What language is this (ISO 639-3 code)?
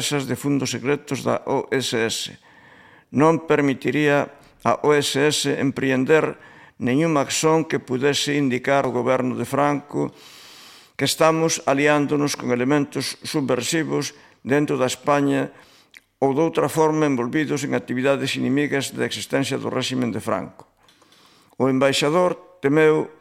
glg